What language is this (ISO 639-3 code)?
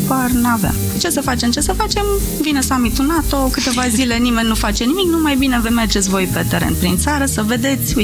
ron